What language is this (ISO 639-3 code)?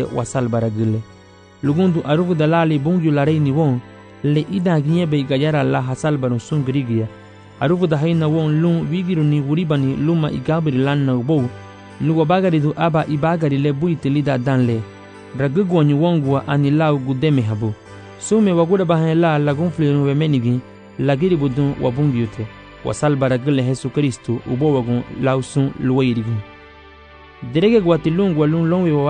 cab